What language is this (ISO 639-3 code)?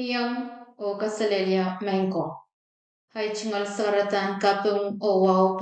pon